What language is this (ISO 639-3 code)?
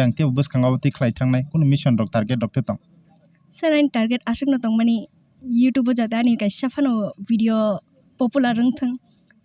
trp